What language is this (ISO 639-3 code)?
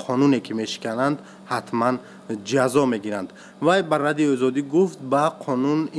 tgk